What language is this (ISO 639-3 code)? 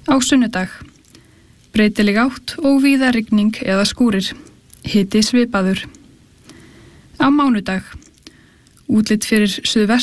isl